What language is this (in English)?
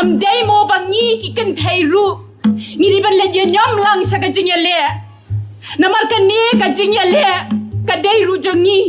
Khasi